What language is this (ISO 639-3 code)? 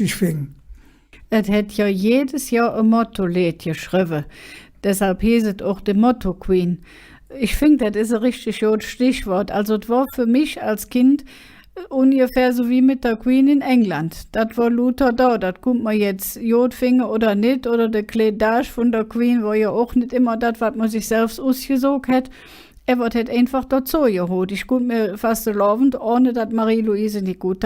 ksh